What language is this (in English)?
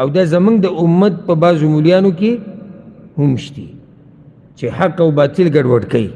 Pashto